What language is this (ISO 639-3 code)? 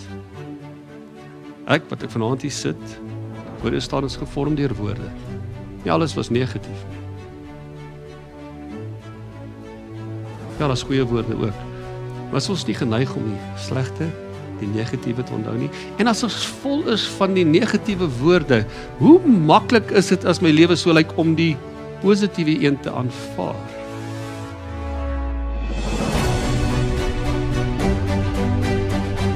afr